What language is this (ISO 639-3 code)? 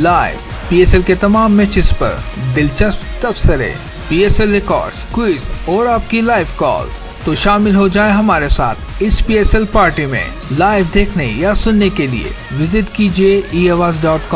urd